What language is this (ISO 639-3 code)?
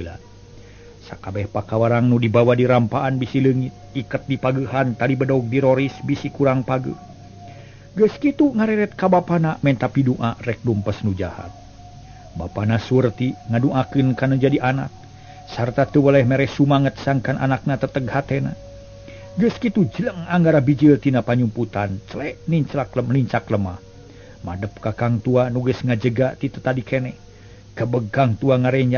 sun